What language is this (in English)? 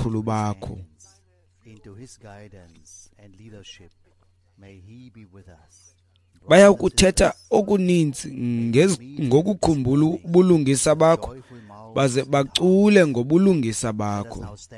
Xhosa